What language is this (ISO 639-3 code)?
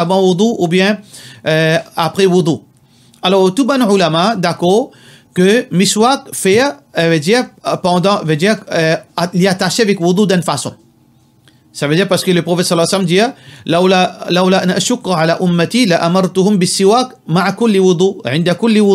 mfe